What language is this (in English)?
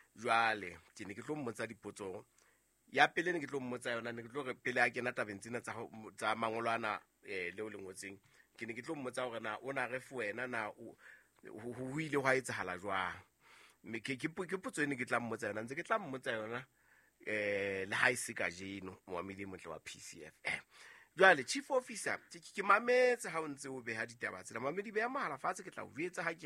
Southern Sotho